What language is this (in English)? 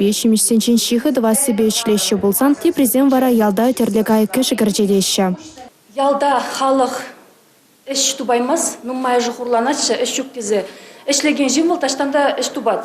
Chuvash